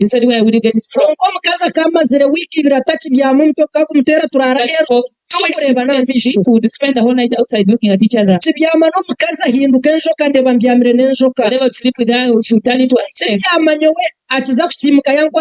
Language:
Nyankole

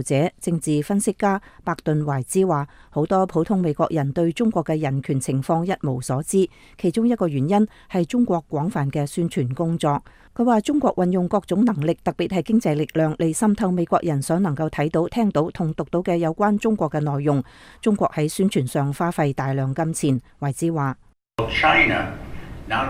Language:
Cantonese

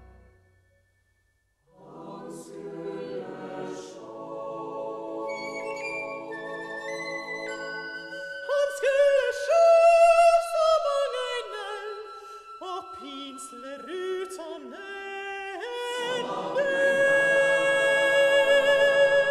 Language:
Norwegian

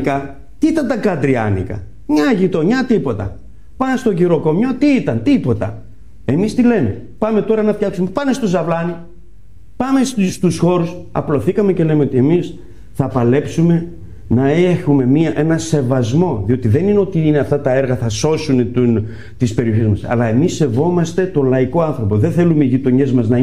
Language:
Greek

